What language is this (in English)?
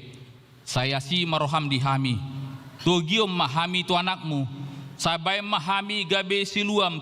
Batak Toba